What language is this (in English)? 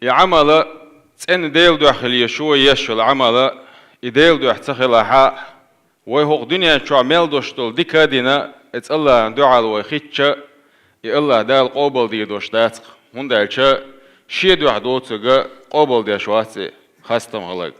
Chechen